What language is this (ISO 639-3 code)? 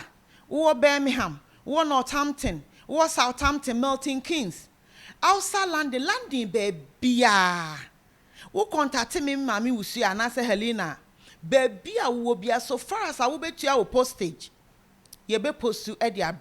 aka